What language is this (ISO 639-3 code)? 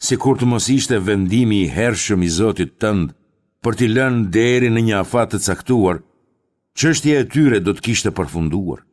sqi